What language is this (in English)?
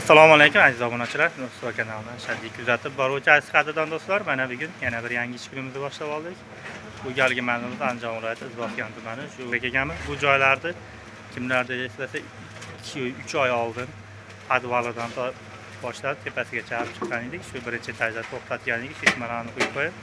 Uzbek